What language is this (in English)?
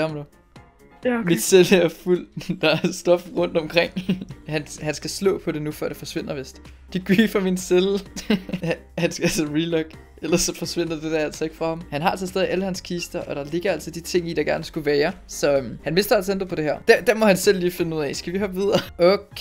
Danish